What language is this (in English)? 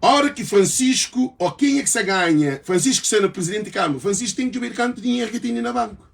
Kabuverdianu